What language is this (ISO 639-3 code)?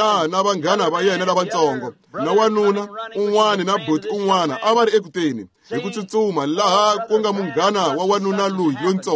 tso